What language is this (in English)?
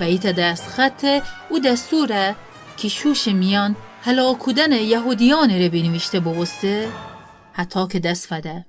Gilaki